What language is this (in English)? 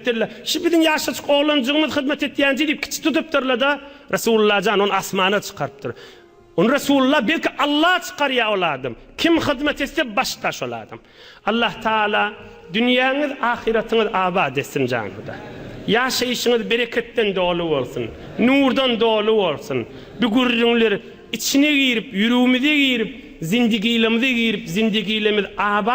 Turkmen